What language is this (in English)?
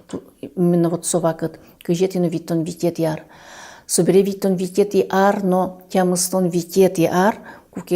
Udmurt